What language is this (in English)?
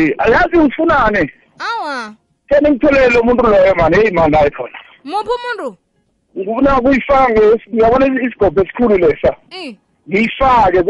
South Ndebele